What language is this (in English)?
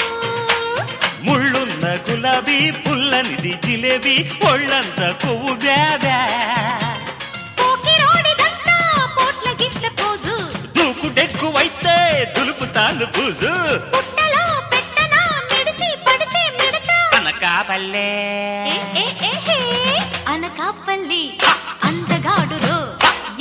Telugu